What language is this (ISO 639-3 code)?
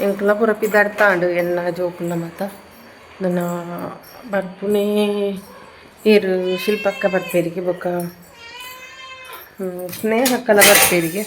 tcy